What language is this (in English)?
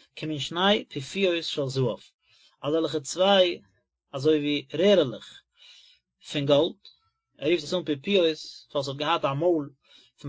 Yiddish